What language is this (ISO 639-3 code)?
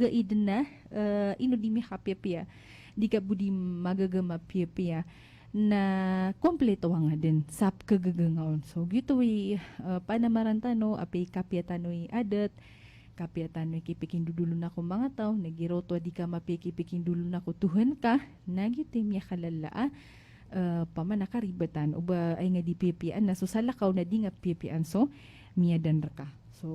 mrw